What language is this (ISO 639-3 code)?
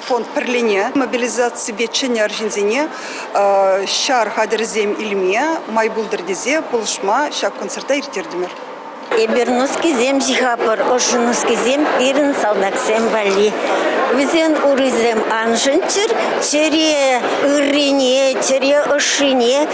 chv